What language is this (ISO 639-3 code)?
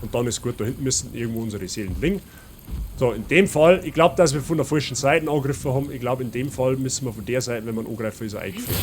bar